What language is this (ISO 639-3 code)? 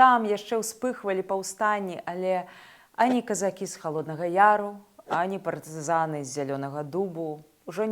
bel